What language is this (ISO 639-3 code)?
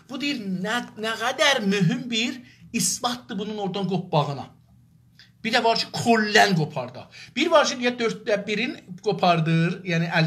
azb